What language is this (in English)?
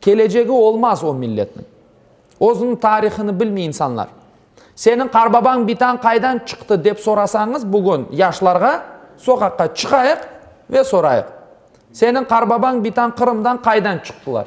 Crimean Tatar